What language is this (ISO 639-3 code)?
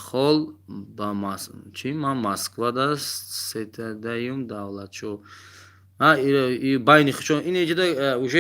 tgk